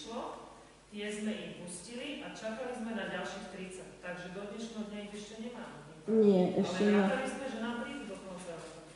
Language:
Slovak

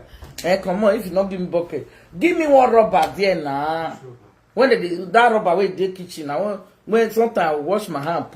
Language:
Nigerian Pidgin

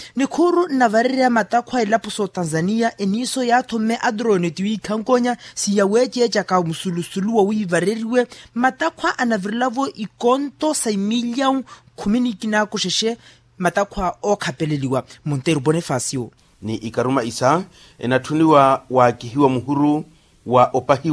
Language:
Makhuwa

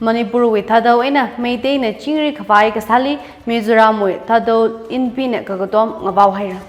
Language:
Tangkhul Naga (India)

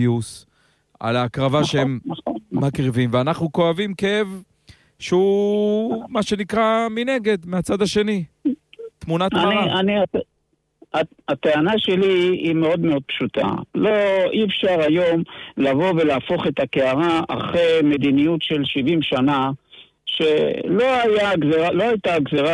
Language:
Hebrew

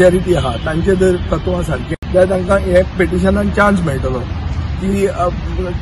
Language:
Konkani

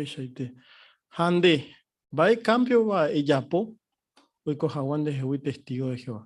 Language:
Guarani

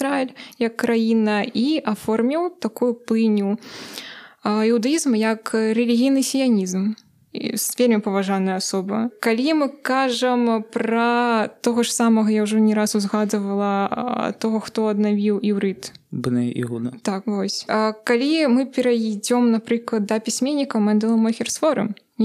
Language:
Belarusian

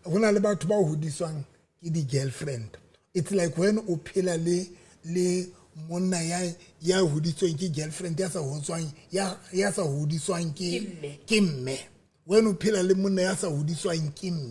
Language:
Southern Sotho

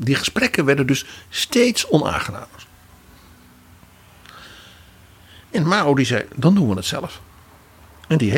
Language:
Dutch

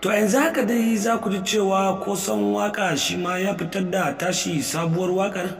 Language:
Hausa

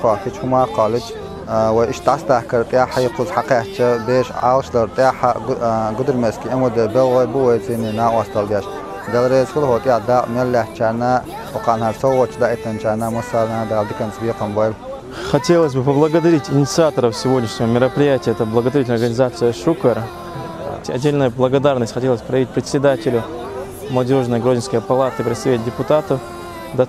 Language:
Chechen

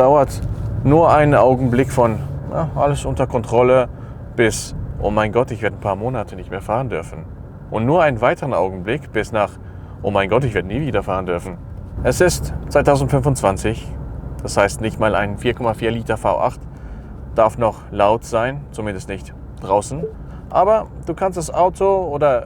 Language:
Swiss German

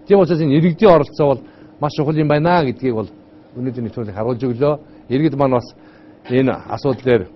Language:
Mongolian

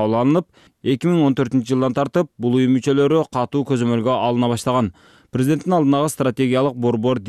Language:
Kyrgyz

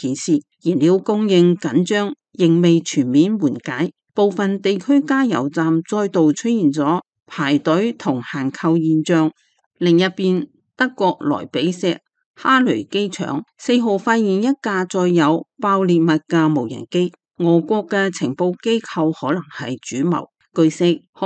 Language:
Cantonese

